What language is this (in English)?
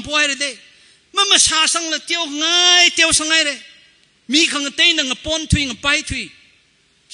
Tangkhul Naga (India)